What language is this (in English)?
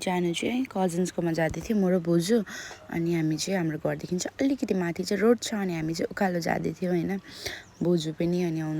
Nepali